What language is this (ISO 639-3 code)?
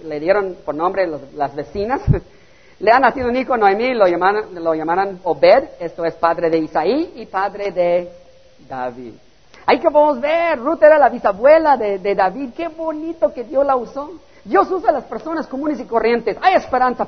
spa